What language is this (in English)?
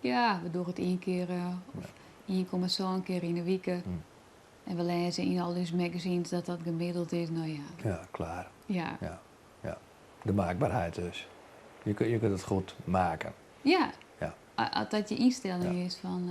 Western Frisian